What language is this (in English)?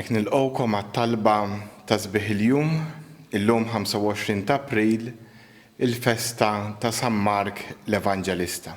Maltese